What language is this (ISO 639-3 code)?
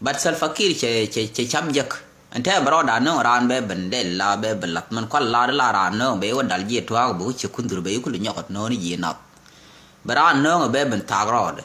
nus